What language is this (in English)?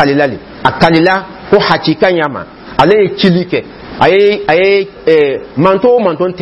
Dyula